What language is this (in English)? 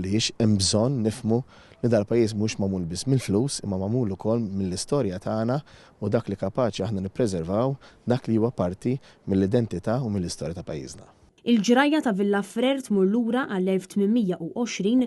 Maltese